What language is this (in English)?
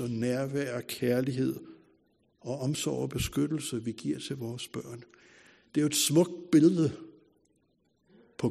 Danish